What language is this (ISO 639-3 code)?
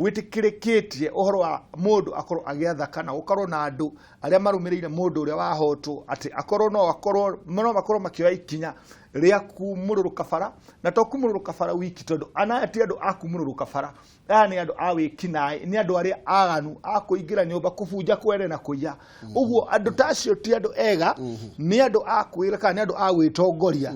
kik